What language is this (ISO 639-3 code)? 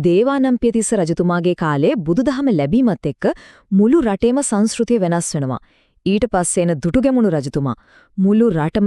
sin